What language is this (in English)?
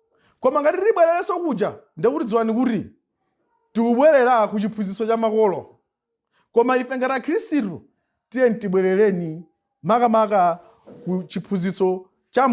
Nyanja